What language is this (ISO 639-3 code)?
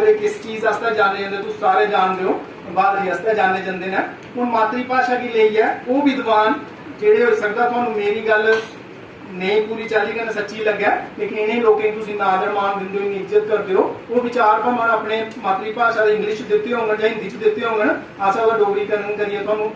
doi